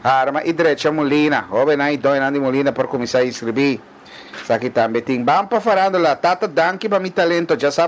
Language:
Papiamento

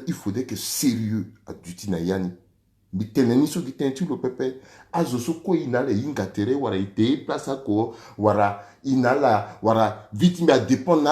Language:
Sango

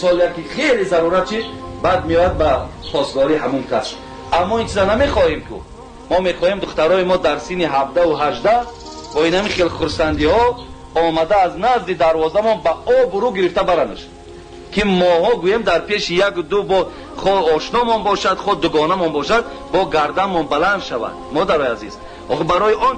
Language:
Tajik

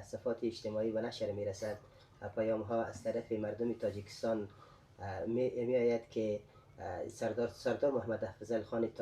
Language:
Persian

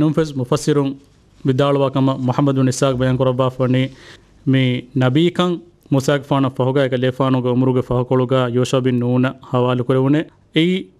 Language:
Divehi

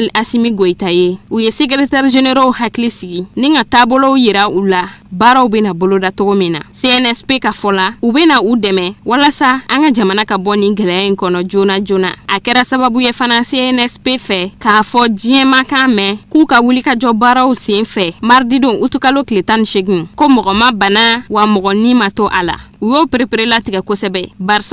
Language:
Bambara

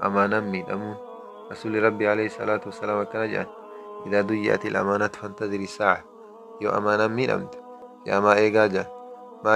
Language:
Oromo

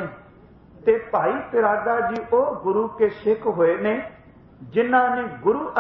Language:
Punjabi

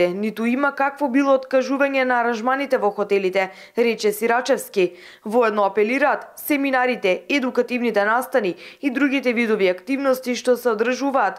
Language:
Macedonian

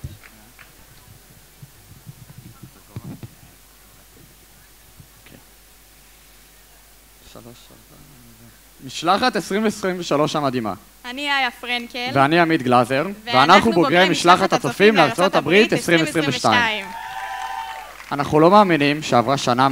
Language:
Hebrew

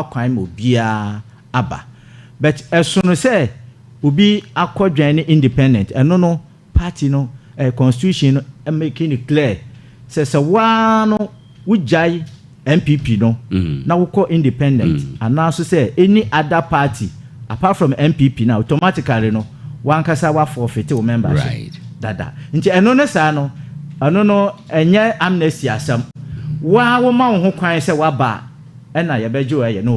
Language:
Akan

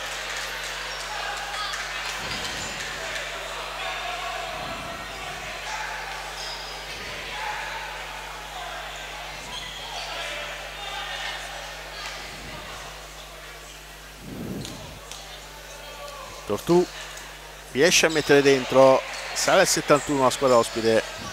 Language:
Italian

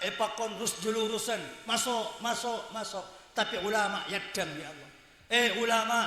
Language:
Madurese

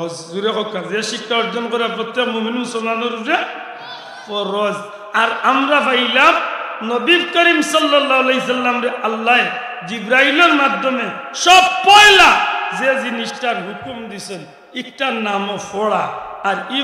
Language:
Sylheti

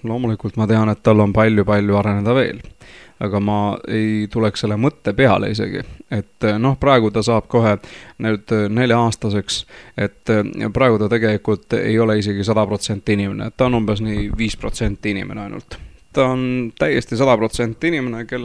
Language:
Estonian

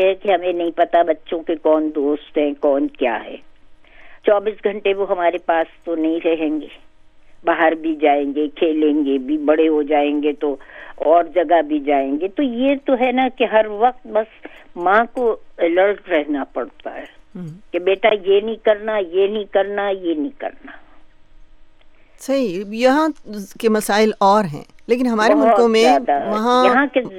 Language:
Urdu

